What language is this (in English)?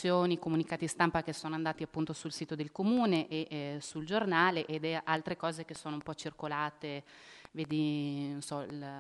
Italian